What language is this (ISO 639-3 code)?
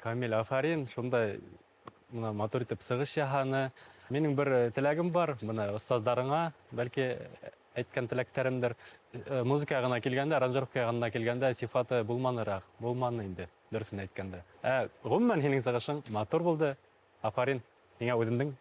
bak